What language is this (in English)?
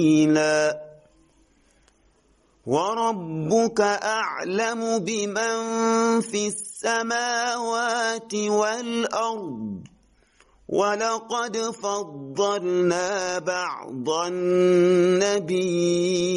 Arabic